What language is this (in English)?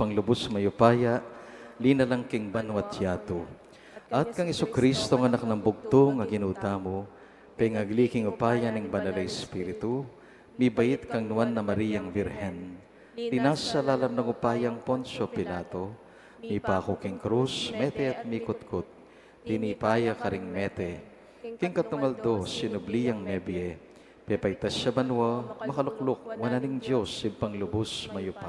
Pampanga